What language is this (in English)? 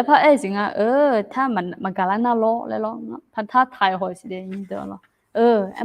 Akha